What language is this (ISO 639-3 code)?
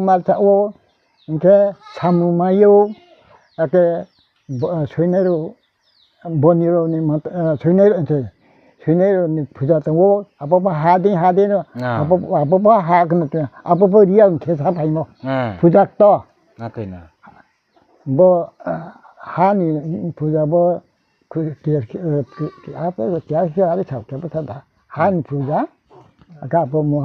ria